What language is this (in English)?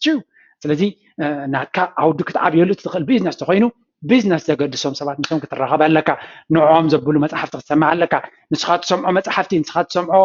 Tigrinya